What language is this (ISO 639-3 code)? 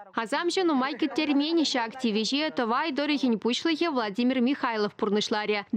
chv